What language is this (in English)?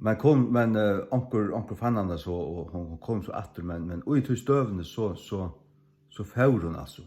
Faroese